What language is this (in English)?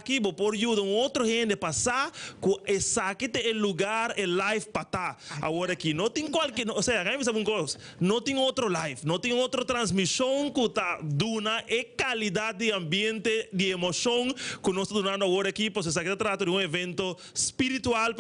Papiamento